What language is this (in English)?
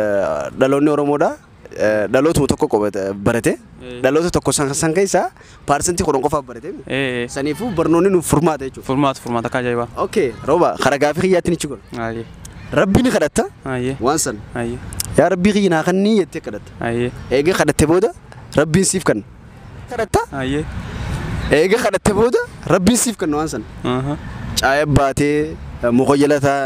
Oromo